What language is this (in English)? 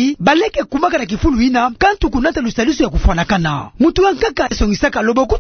Kituba (Democratic Republic of Congo)